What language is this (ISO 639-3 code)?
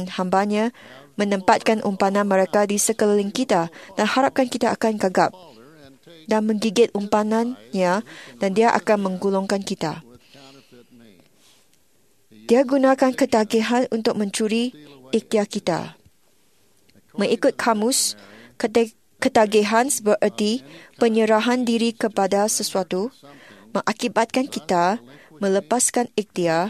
msa